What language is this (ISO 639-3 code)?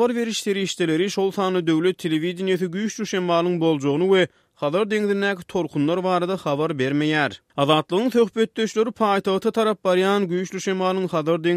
tuk